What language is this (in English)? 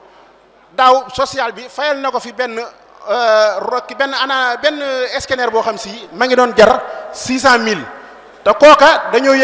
Wolof